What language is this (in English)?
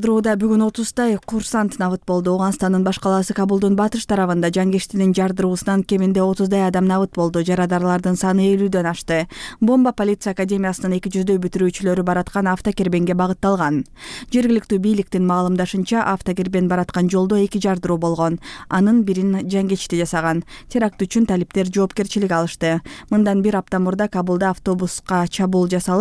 Kyrgyz